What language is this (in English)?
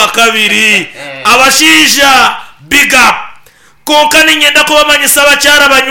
Nyankole